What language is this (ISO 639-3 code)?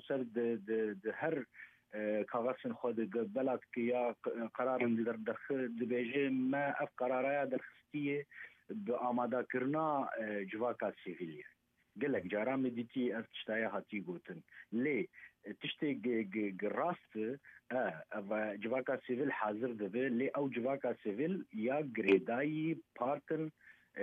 kur